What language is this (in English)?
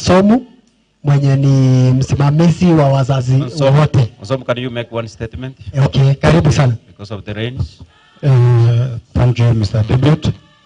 Gusii